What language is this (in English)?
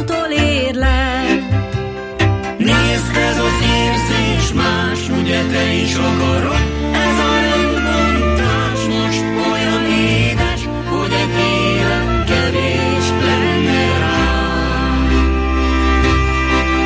Hungarian